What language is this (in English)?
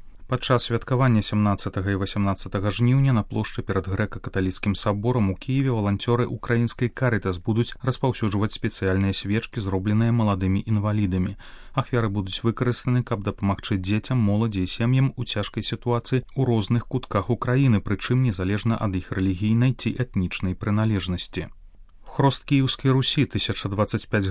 Belarusian